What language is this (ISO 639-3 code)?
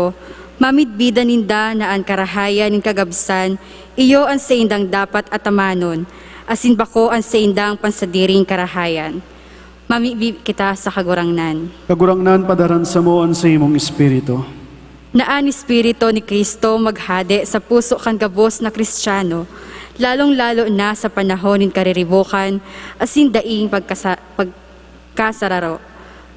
bik